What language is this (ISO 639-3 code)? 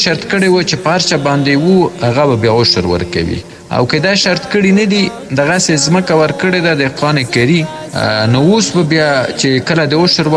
pus